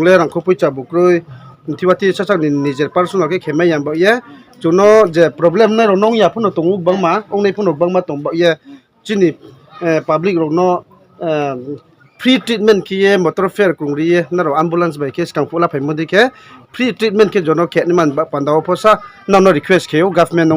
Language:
Riang (India)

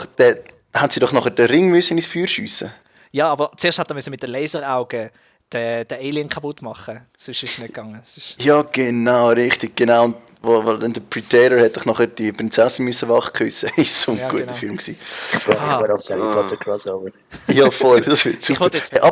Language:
Swiss German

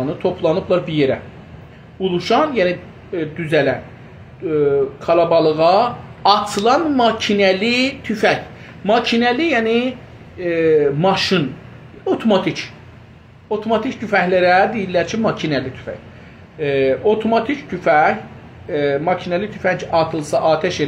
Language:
South Azerbaijani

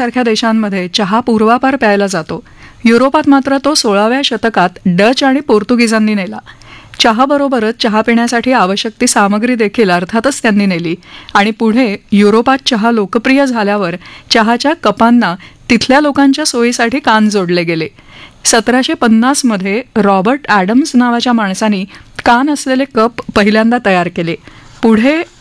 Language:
Marathi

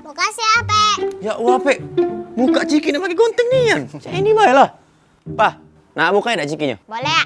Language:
Musi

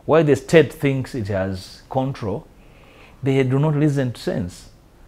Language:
English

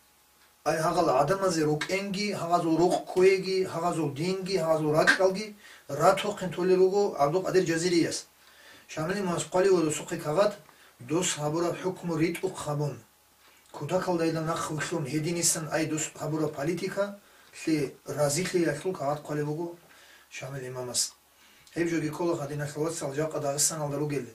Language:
Avaric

